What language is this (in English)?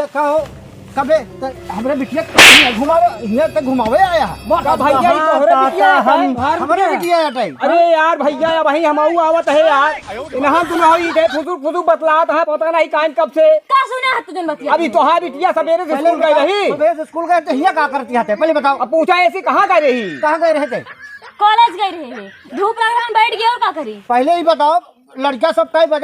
Awadhi